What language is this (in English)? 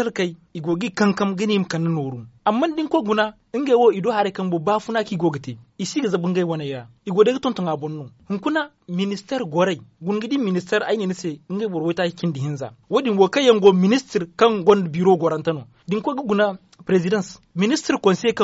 Zarma